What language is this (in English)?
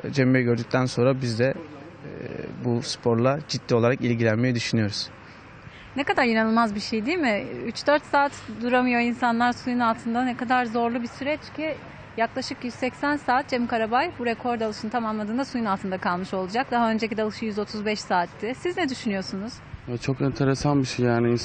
Turkish